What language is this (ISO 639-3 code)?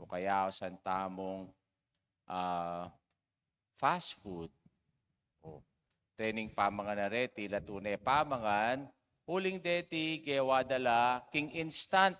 pam